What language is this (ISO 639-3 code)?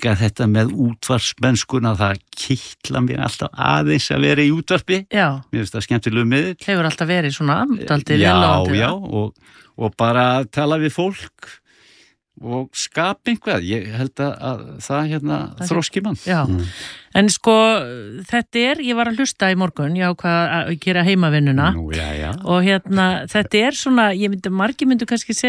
isl